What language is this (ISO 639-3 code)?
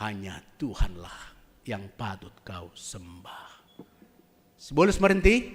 bts